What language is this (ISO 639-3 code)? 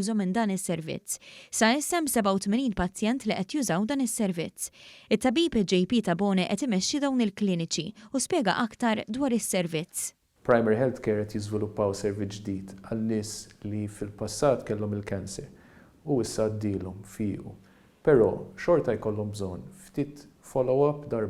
mlt